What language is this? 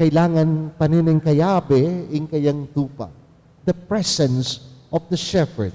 Pampanga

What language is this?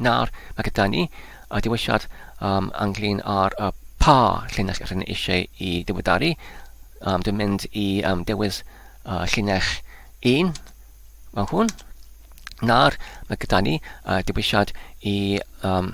Welsh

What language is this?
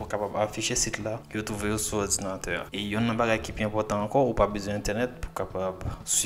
Haitian Creole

